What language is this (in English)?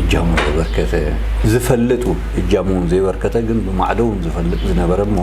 Tigrinya